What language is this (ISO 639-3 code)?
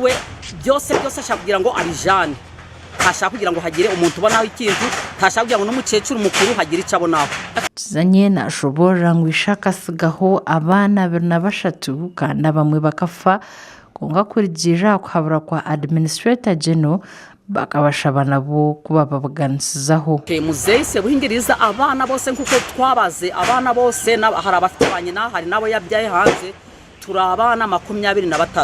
nyn